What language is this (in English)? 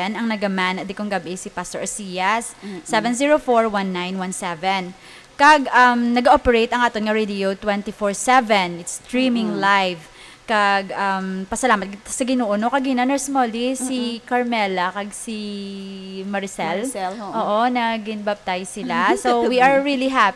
Hiligaynon